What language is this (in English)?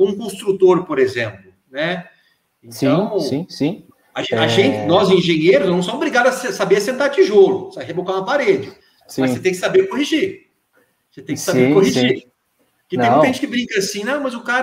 Portuguese